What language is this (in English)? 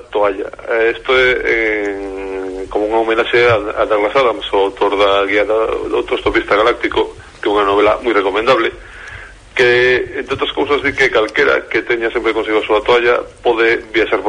Galician